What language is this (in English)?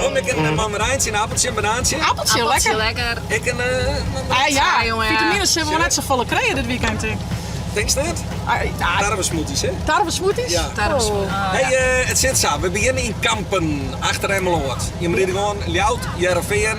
Western Frisian